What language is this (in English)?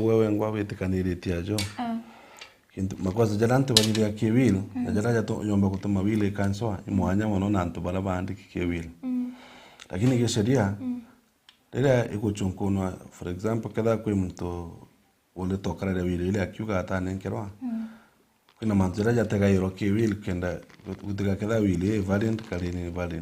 Meru